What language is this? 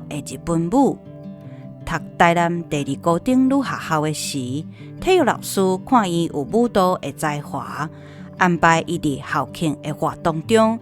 Min Nan Chinese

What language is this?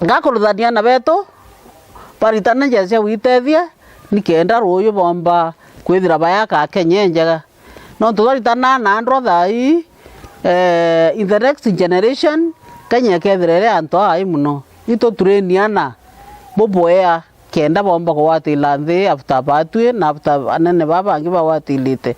Meru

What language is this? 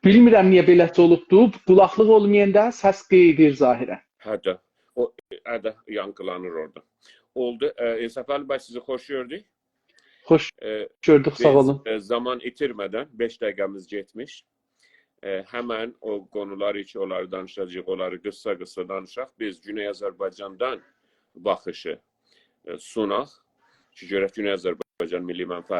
South Azerbaijani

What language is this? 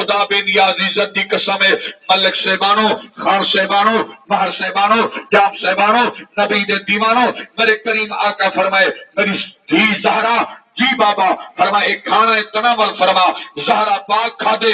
Saraiki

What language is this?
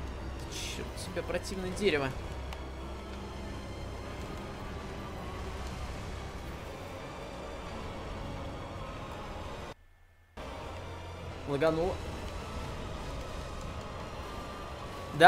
Russian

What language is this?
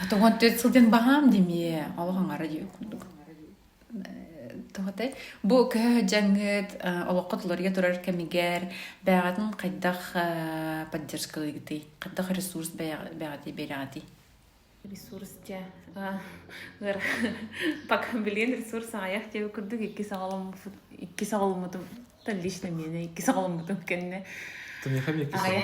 Yakut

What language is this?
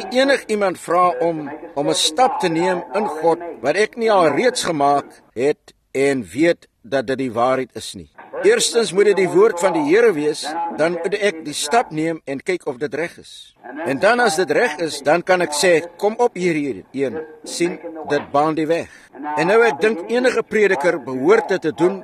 Afrikaans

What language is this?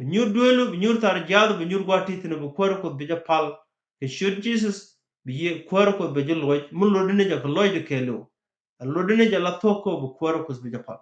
Nuer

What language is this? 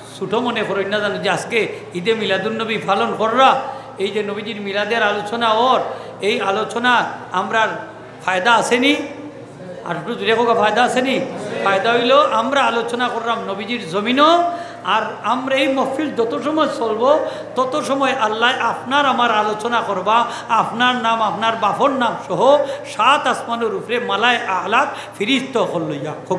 Sylheti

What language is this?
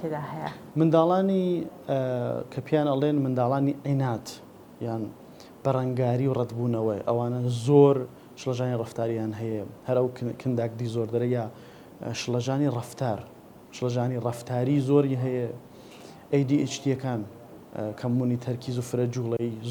Central Kurdish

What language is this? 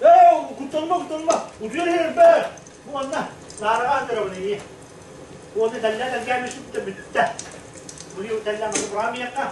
Yakut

